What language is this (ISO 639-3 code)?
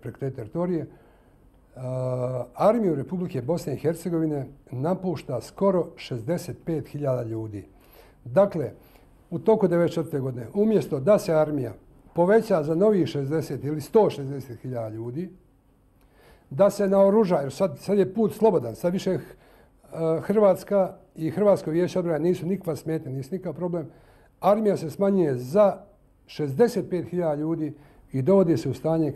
bos